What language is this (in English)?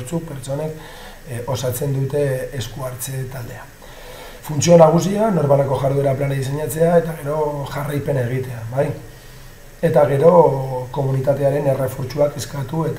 Basque